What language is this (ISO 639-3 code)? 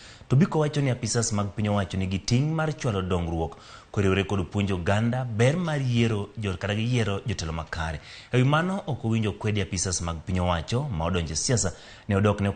luo